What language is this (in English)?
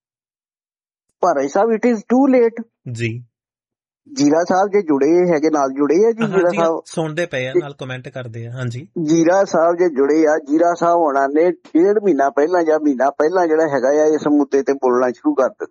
Punjabi